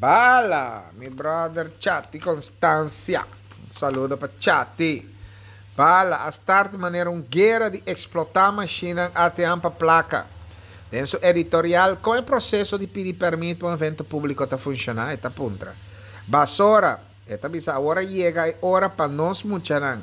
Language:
Papiamento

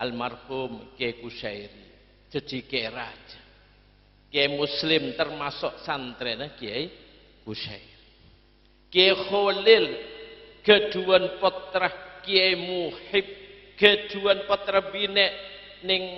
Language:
Madurese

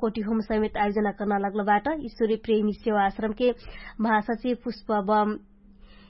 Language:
Dangaura Tharu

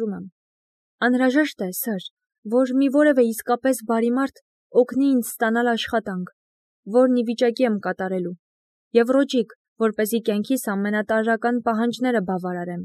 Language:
Armenian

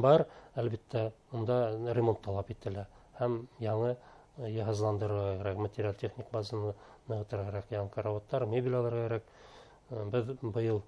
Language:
Bashkir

